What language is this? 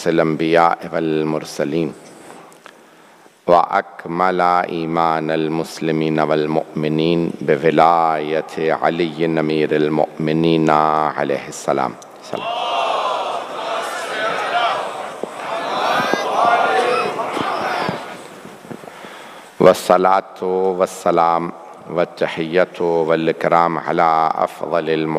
Urdu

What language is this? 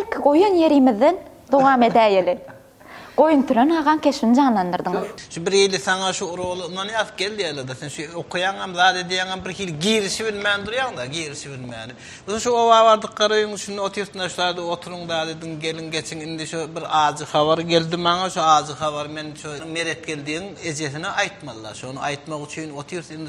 Turkmen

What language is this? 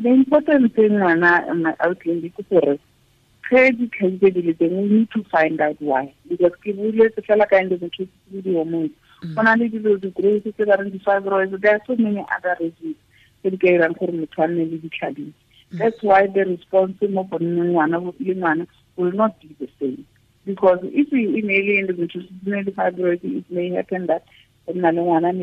Tswana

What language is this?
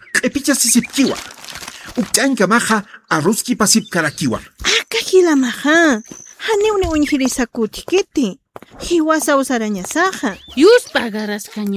Aymara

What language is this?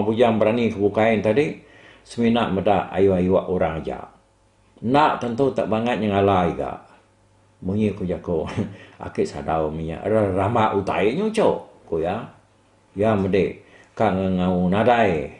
Iban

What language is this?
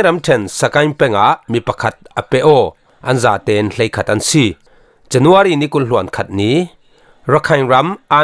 Falam Chin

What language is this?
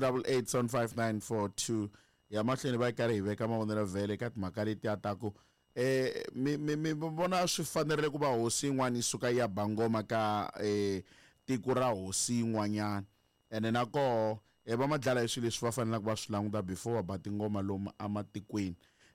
Tsonga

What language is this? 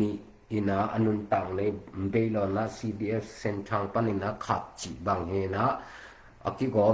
Tedim Chin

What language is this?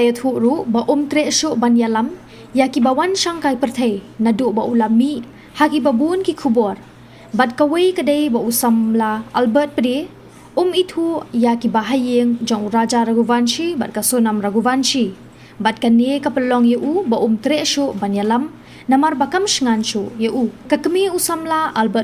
Khasi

